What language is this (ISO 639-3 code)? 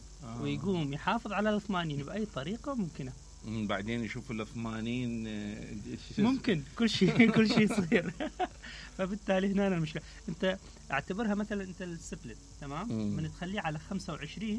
acm